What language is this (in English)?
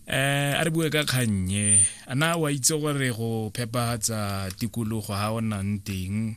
Tswana